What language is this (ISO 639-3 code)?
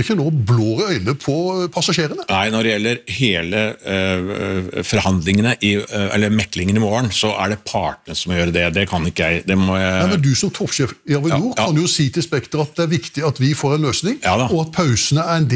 nor